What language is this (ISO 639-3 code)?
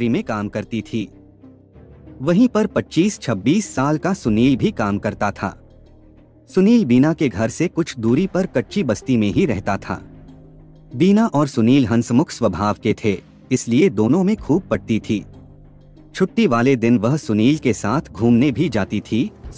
hin